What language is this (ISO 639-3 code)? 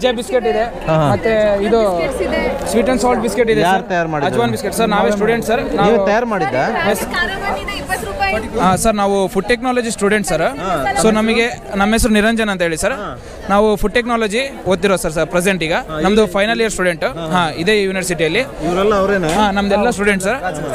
kan